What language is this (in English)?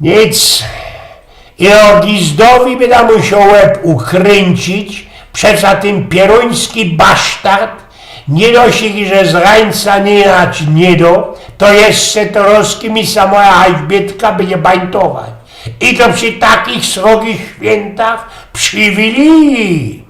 Silesian